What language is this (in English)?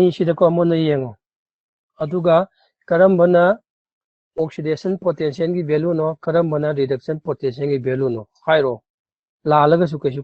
Manipuri